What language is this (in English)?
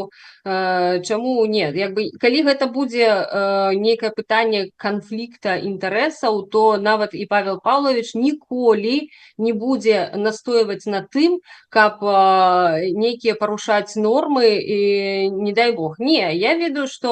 Belarusian